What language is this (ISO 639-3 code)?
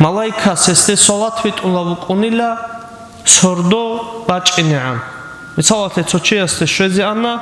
ava